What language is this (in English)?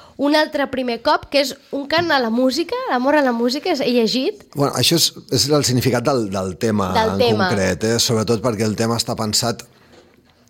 Catalan